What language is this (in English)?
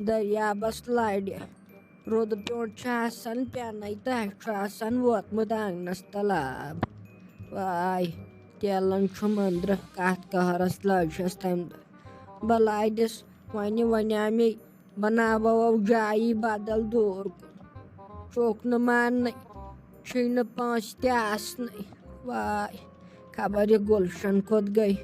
Kashmiri